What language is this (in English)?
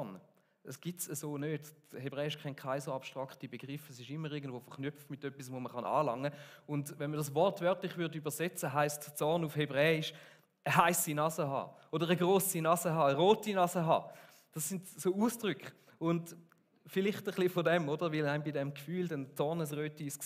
Swiss German